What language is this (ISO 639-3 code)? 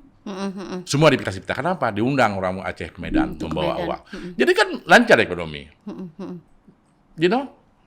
ace